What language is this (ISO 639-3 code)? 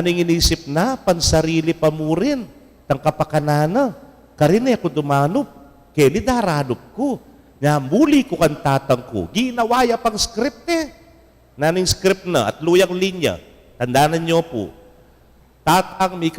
pam